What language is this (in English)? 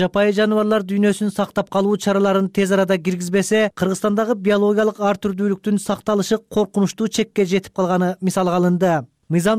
Kyrgyz